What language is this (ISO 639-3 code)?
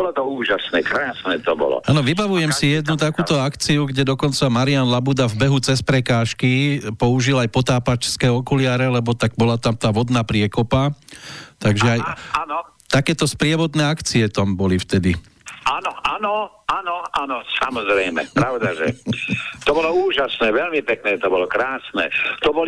slk